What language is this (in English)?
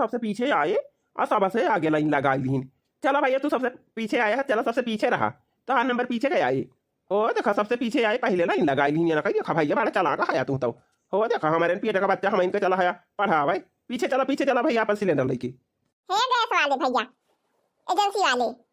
Awadhi